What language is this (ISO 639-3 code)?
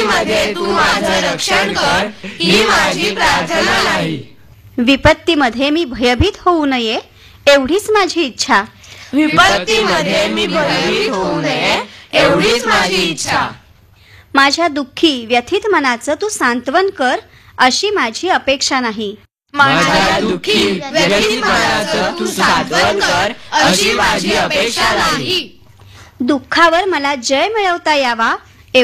mar